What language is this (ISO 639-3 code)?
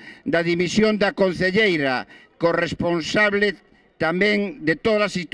glg